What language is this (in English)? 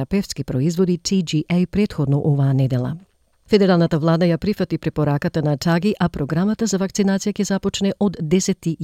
Macedonian